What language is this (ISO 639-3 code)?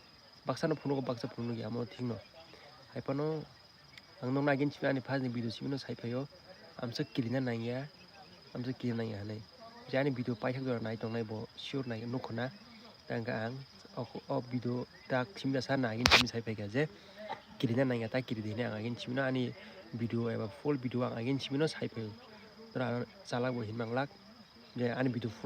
trp